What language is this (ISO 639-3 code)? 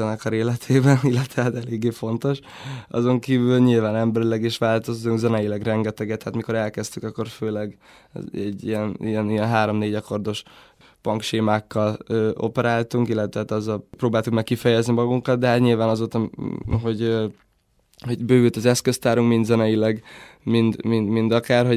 hun